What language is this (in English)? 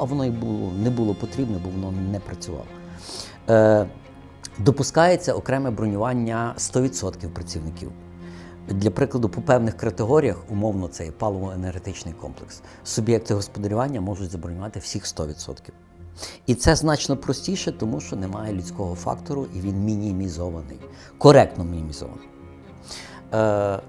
Ukrainian